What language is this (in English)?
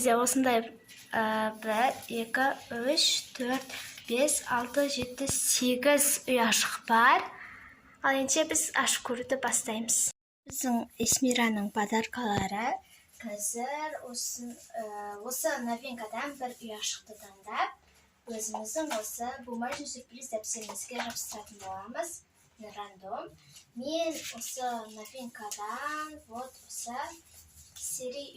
Kazakh